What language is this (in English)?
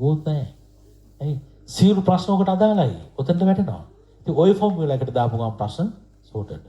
Sinhala